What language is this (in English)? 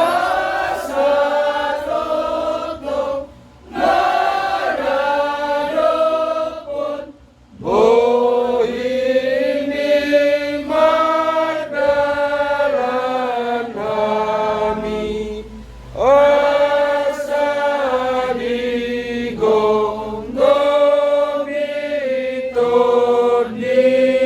Batak Toba